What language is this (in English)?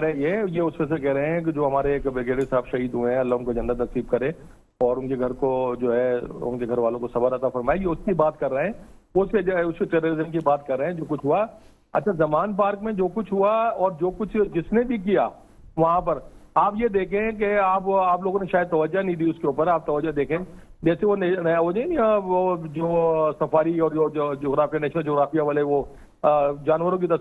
Urdu